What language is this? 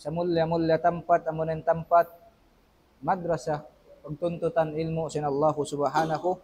Tausug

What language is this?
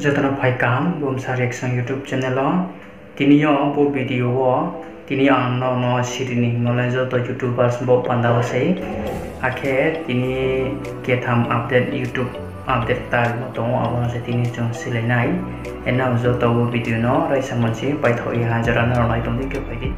Riang (India)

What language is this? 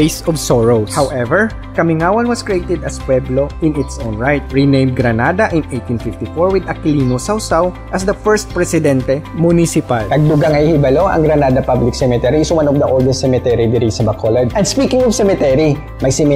Hiligaynon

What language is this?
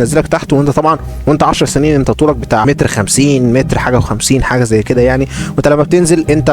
Egyptian Arabic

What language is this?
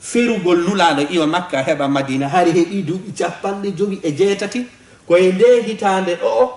Fula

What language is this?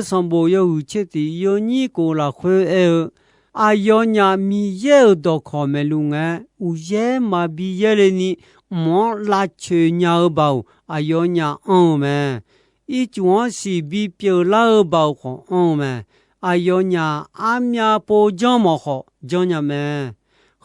Akha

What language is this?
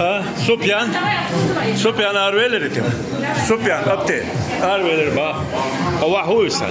Chechen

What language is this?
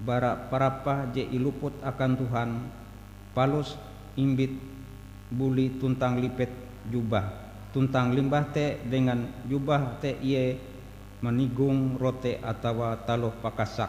Ngaju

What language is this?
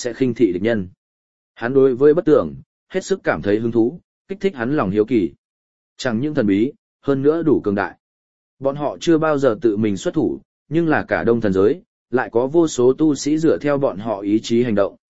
Vietnamese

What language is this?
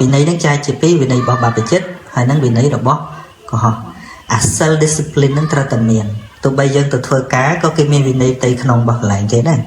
Khmer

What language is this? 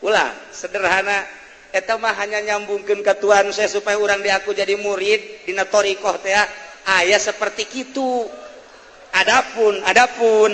Sundanese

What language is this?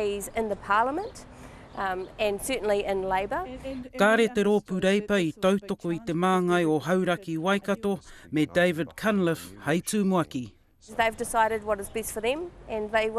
Māori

